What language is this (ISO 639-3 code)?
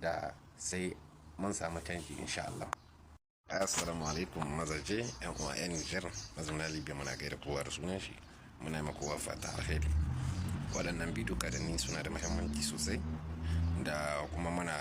hau